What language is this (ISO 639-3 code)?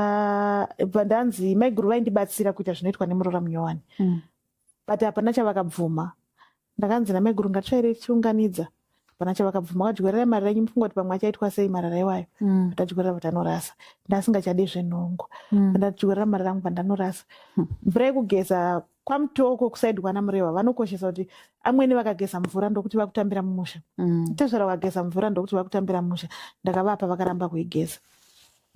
sna